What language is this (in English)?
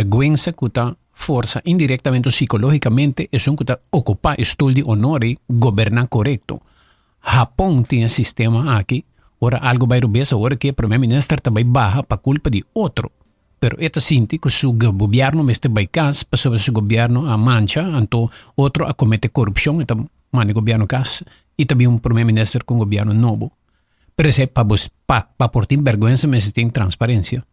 Papiamento